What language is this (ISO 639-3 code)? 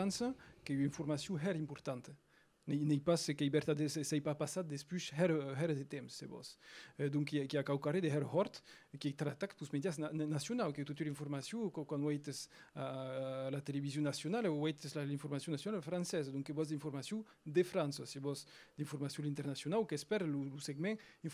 oci